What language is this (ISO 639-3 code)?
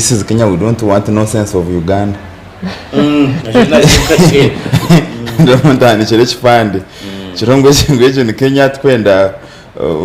nyn